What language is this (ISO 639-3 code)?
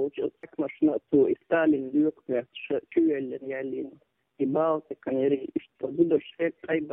che